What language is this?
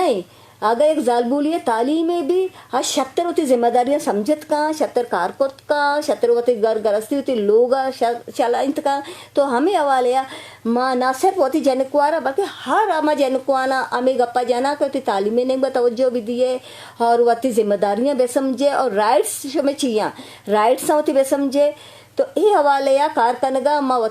Eastern Balochi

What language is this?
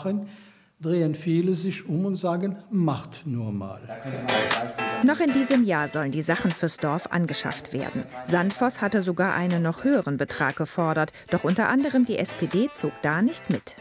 German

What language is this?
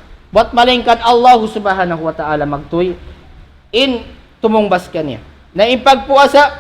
Tausug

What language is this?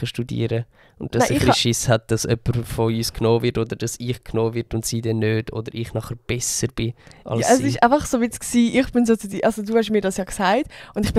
Swiss German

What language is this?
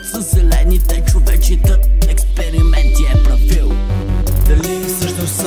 Bulgarian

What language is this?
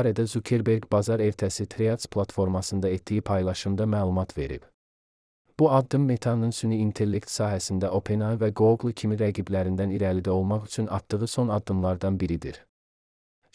Azerbaijani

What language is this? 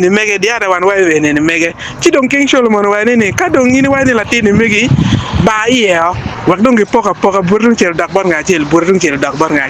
Acoli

